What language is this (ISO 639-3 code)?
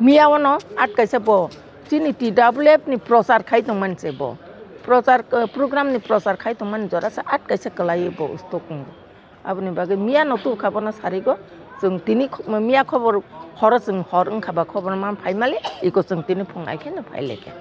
trp